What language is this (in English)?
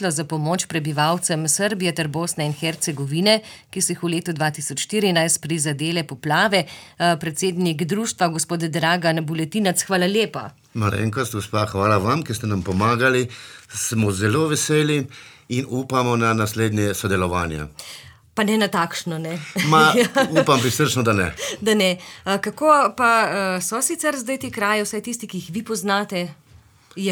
Slovenian